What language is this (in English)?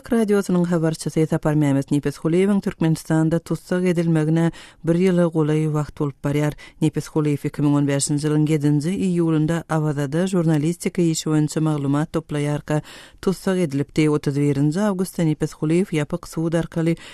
Turkmen